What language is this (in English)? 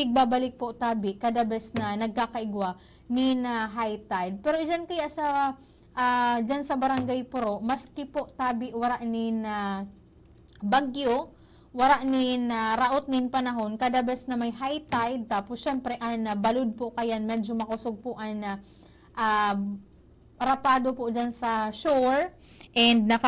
Bikol